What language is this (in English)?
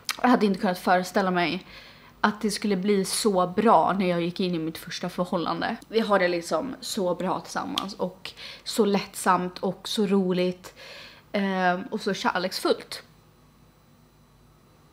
Swedish